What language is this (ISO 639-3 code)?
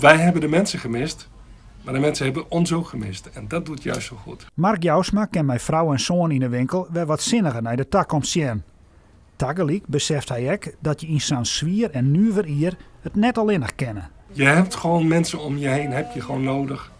fry